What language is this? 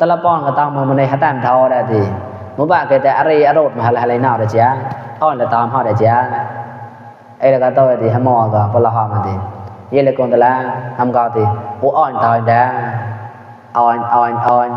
Mon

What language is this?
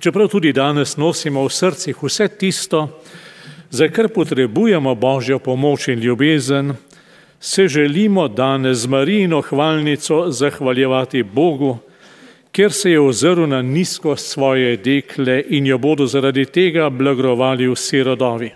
Slovenian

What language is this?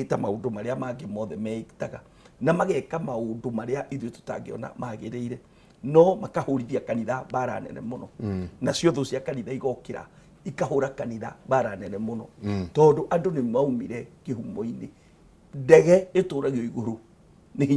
Kikuyu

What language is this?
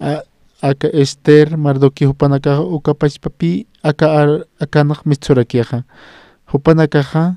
Aymara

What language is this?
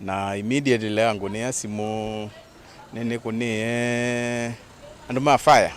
Kamba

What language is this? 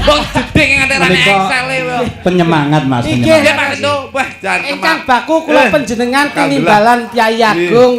Javanese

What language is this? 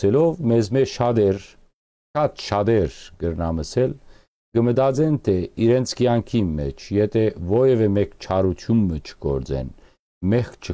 Western Armenian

